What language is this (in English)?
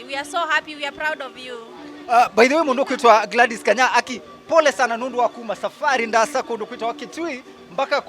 Kamba